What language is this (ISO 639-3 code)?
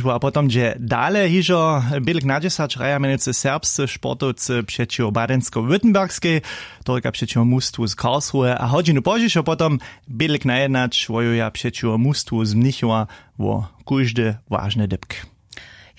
hsb